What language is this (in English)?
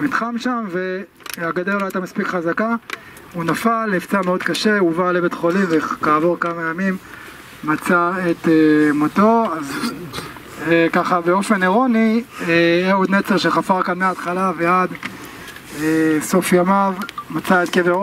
Hebrew